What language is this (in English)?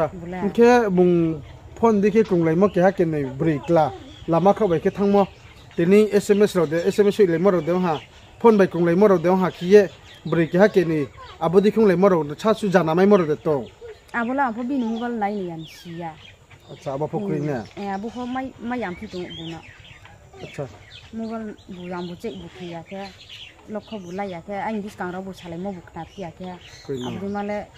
Riang (India)